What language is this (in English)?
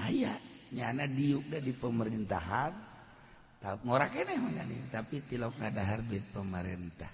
Sundanese